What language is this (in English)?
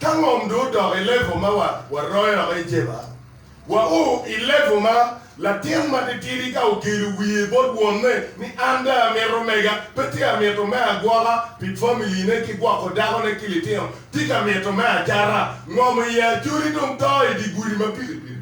Acoli